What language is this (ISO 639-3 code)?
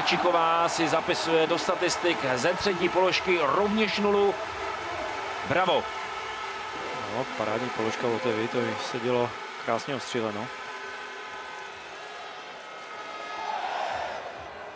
ces